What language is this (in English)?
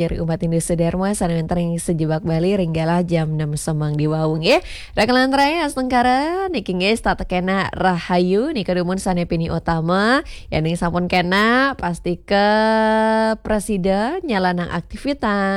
Balinese